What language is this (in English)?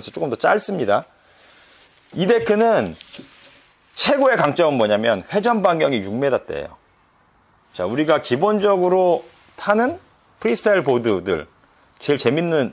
Korean